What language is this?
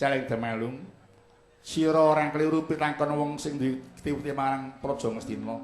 Javanese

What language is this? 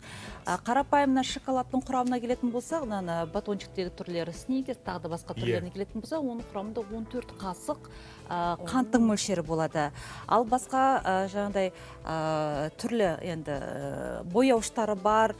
Kazakh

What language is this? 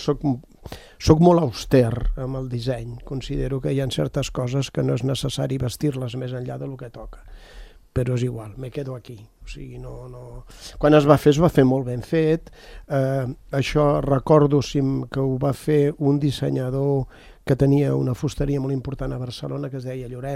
Catalan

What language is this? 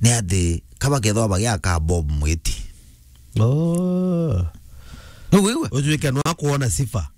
Meru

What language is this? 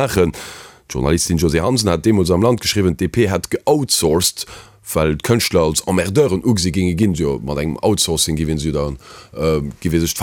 Luxembourgish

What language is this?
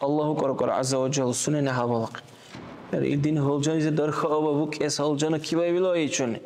Dargwa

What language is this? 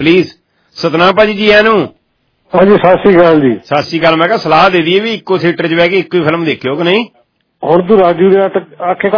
Punjabi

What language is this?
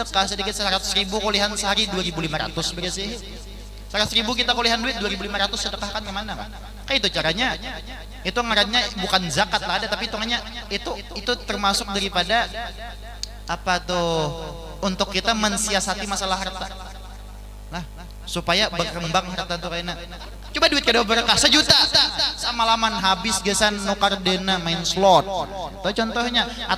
Banjar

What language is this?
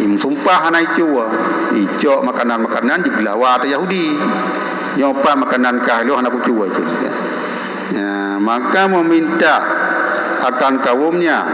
Achinese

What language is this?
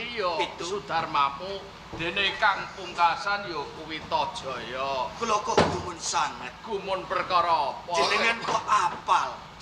Javanese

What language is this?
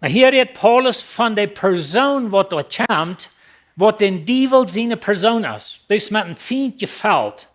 Plautdietsch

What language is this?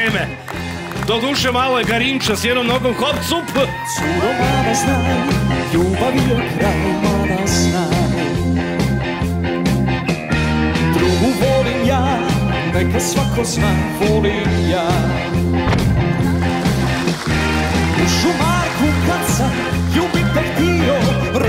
Serbian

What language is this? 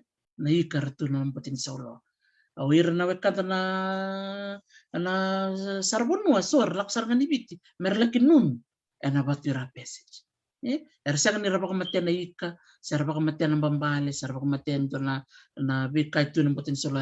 Fijian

